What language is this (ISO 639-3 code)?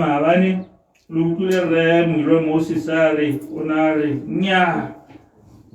tsn